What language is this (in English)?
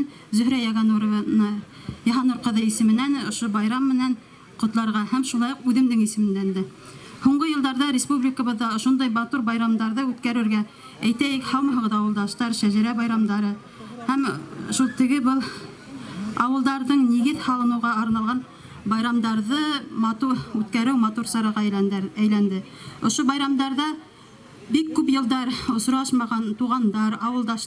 Bashkir